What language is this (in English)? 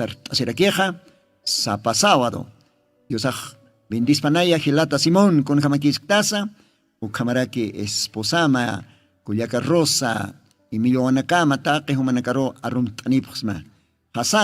Aymara